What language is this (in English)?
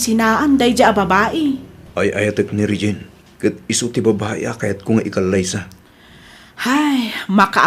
Iloko